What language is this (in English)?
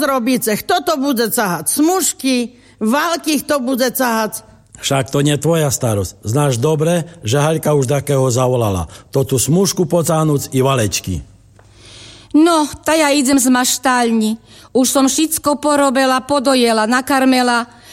Slovak